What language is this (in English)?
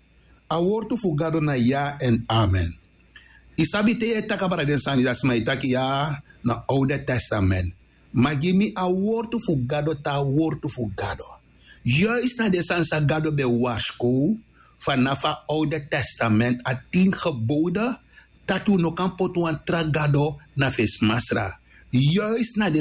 Sranan Tongo